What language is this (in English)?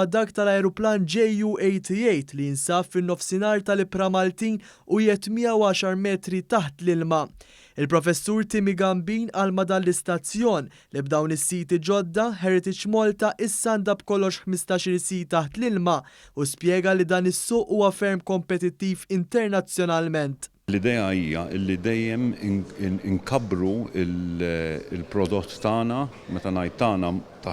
Maltese